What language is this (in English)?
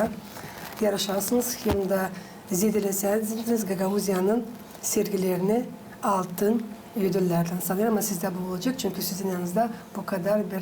Gagauz